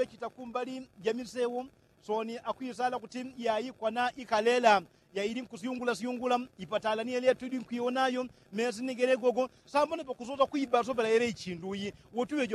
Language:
Yao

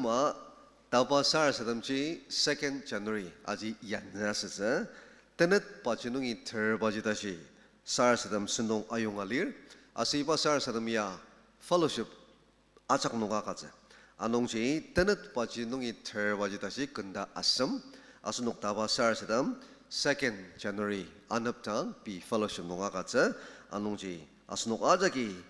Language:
Ao Naga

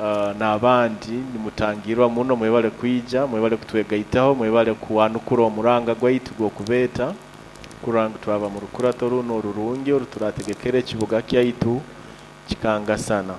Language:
Nyoro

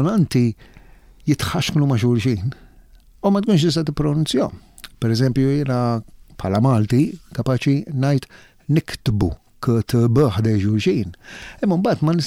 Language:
Maltese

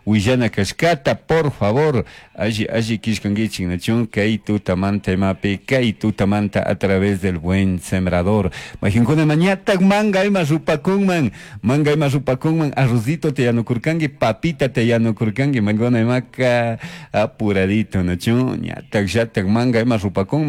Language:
Chimborazo Highland Quichua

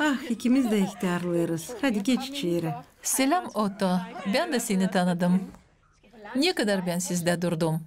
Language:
Gagauz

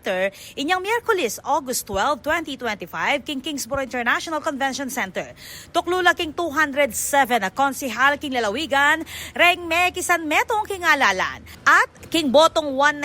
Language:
Pampanga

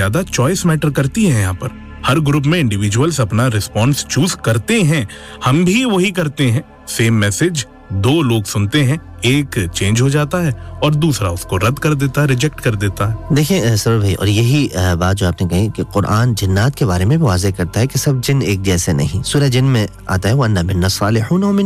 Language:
Urdu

